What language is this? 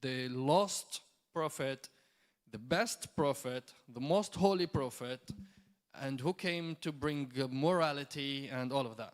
English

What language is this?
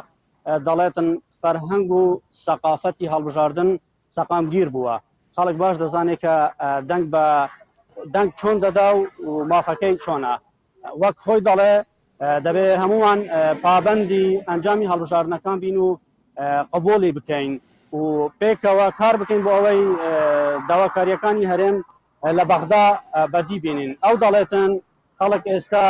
Central Kurdish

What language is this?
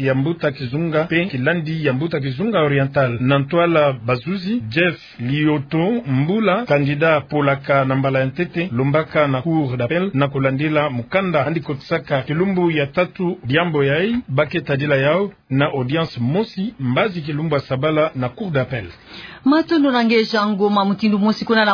Kituba (Democratic Republic of Congo)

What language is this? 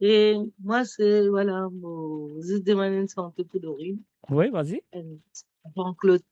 Morisyen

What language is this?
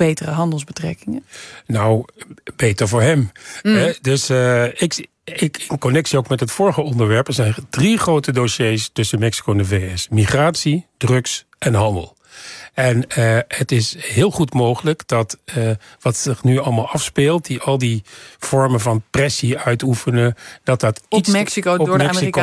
Dutch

